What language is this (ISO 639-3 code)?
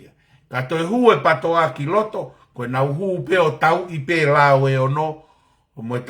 ton